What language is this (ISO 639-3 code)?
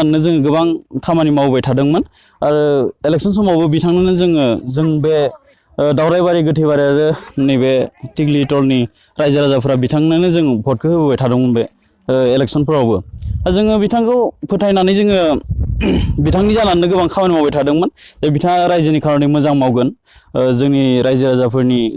brx